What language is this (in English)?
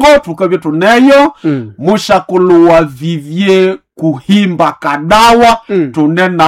Nande